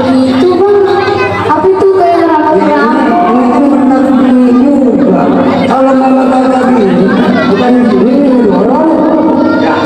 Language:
Betawi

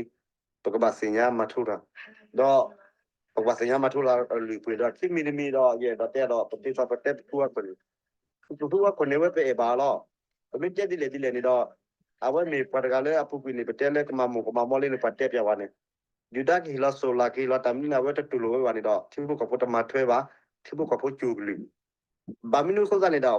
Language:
S'gaw Karen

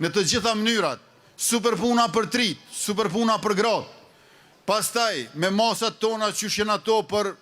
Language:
Albanian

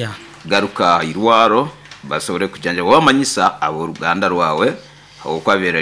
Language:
Nyoro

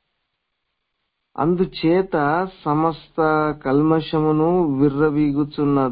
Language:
Telugu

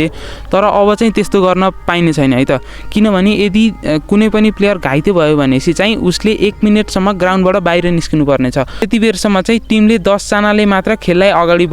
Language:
Nepali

